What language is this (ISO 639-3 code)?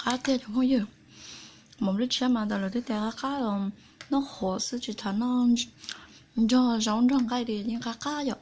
hmn